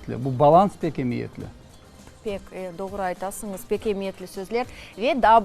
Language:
Crimean Tatar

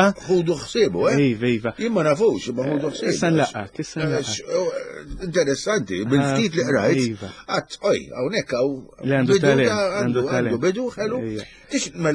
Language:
Maltese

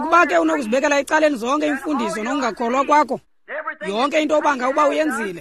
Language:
Xhosa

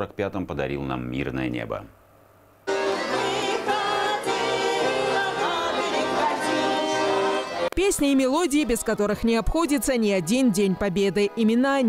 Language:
Russian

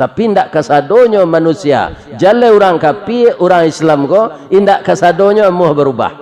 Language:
Minangkabau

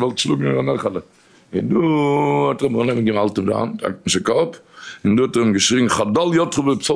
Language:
Yiddish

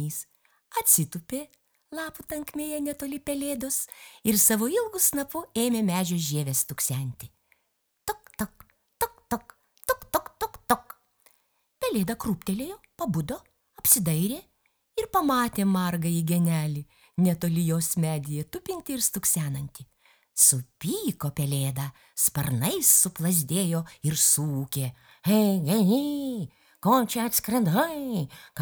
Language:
Lithuanian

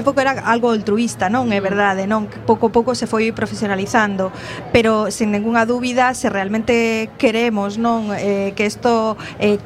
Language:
Galician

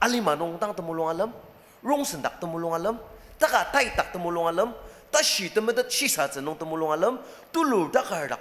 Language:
Ao Naga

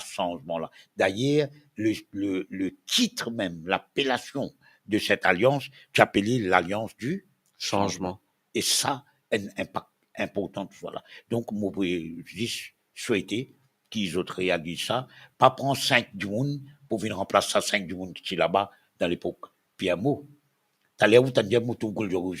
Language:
Morisyen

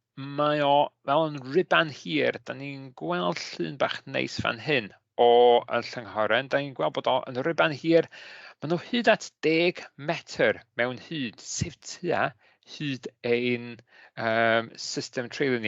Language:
Welsh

